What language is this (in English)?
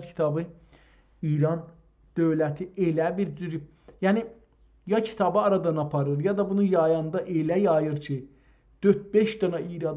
South Azerbaijani